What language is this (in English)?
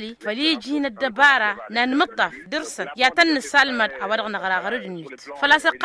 Tamasheq